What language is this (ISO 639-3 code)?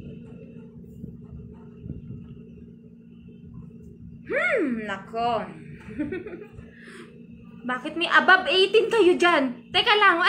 fil